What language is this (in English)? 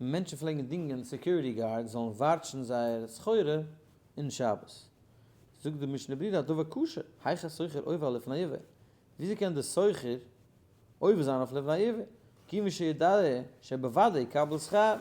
Yiddish